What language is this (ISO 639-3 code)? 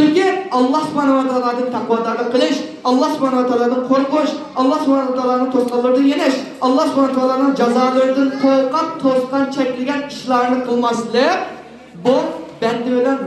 uig